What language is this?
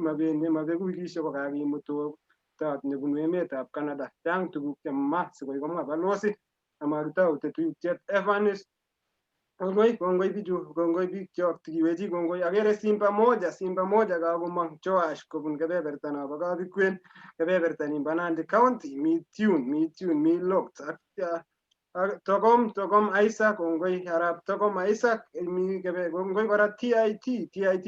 Kalenjin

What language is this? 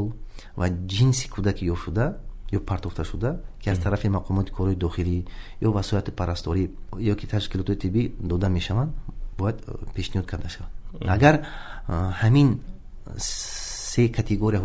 Tajik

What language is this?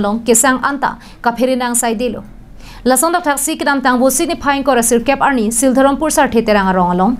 Karbi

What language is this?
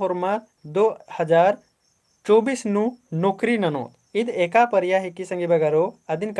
Kurukh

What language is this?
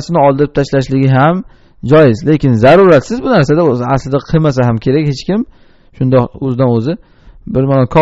Uzbek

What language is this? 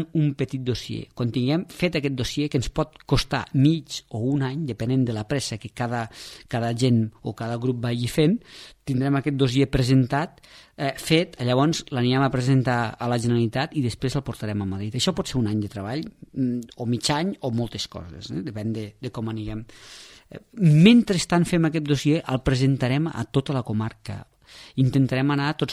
Catalan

